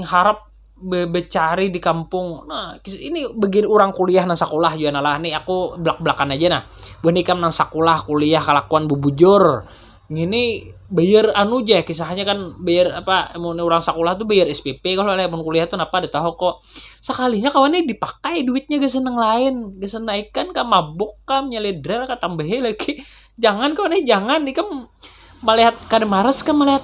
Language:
Banjar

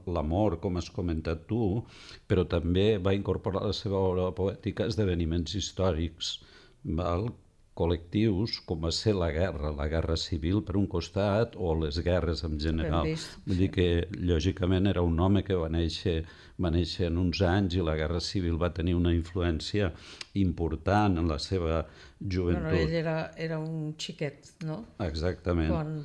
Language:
Catalan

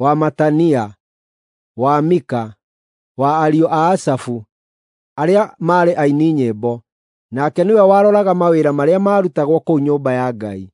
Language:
Kikuyu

